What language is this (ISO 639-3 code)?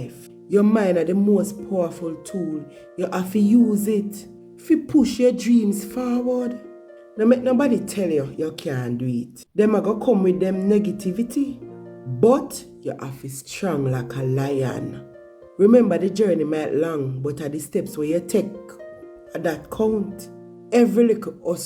jam